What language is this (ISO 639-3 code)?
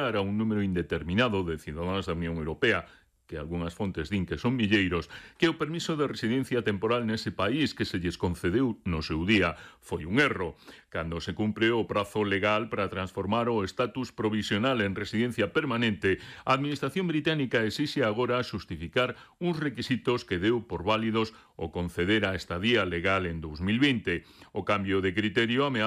glg